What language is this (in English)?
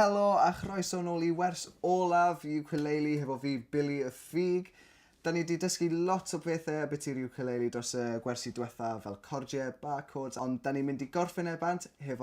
Welsh